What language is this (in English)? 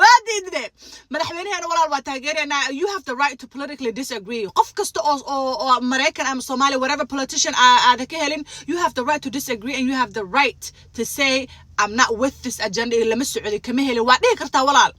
Somali